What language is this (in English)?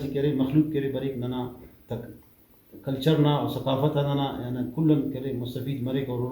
Brahui